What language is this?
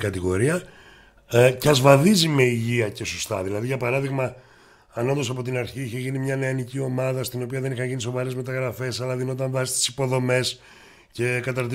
Greek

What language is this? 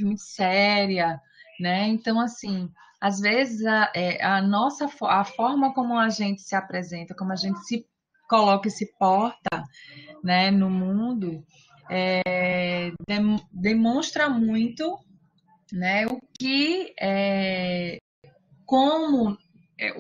Portuguese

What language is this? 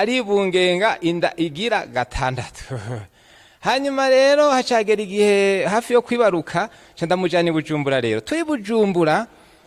Rundi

